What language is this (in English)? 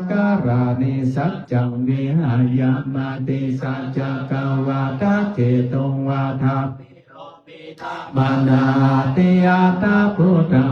Pali